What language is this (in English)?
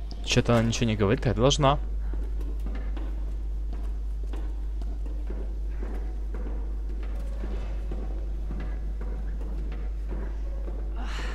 Russian